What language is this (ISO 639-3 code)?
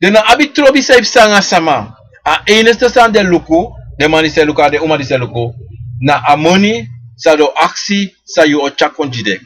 srn